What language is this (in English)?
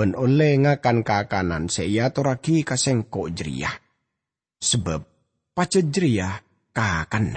Madurese